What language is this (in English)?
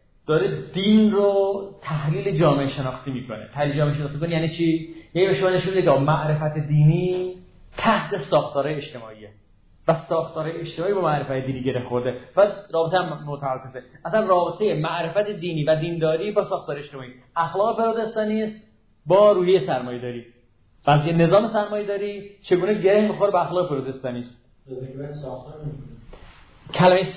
Persian